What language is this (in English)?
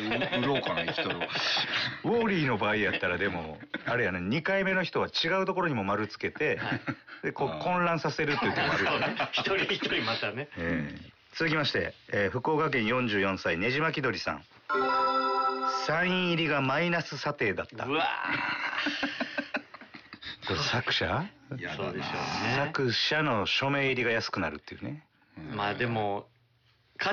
Japanese